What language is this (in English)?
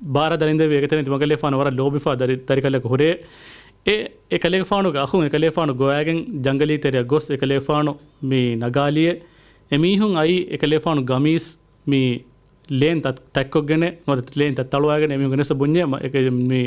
Divehi